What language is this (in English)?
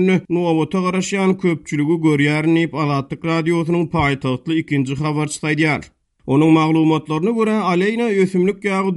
Turkmen